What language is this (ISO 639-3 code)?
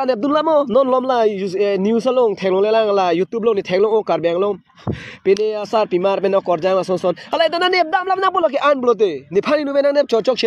mjw